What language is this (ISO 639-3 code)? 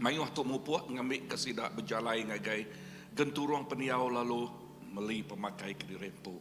iba